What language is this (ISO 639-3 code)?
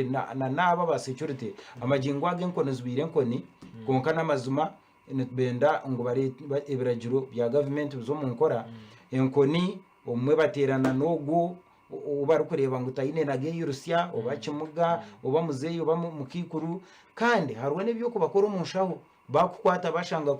nyn